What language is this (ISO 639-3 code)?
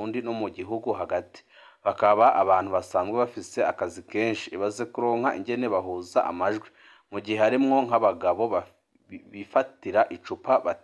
run